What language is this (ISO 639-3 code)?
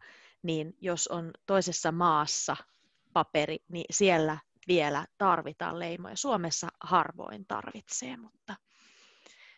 fin